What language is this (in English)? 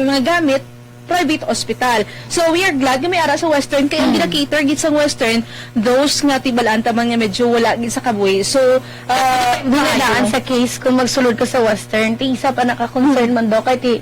Hiligaynon